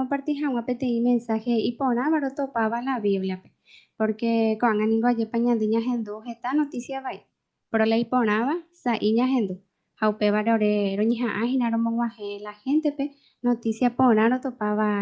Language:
Guarani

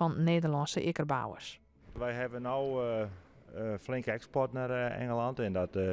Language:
Western Frisian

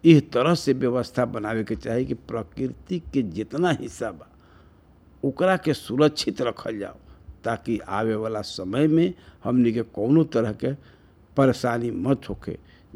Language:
Bhojpuri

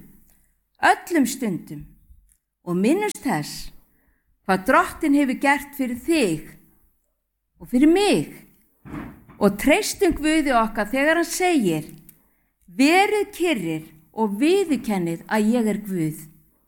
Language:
Icelandic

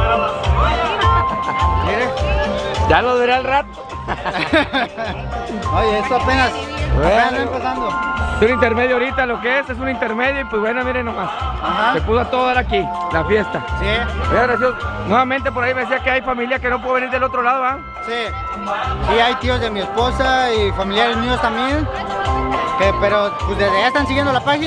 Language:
Spanish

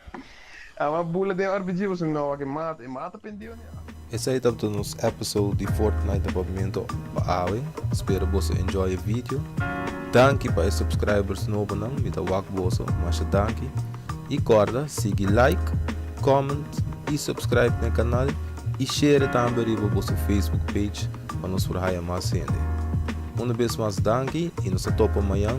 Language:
Papiamento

